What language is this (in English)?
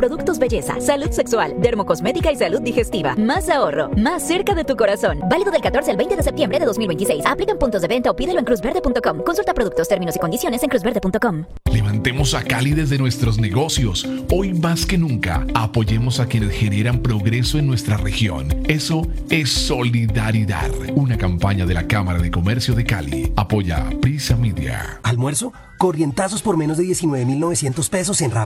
Spanish